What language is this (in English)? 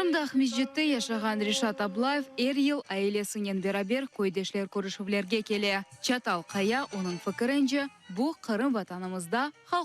Crimean Tatar